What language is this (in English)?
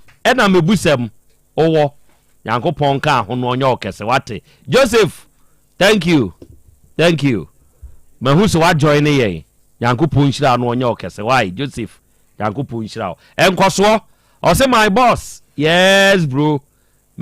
Akan